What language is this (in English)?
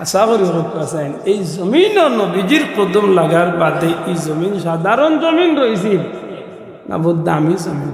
Sylheti